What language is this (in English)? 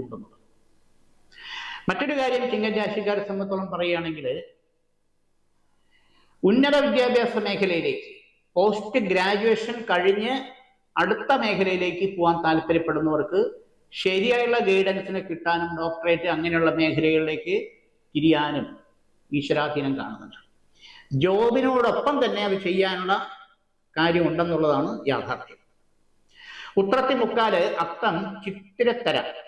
Malayalam